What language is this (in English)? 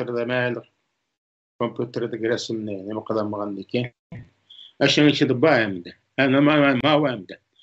Uyghur